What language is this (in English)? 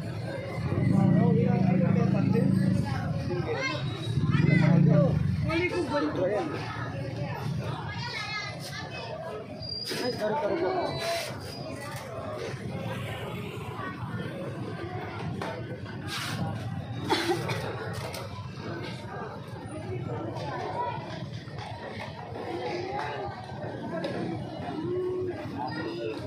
Filipino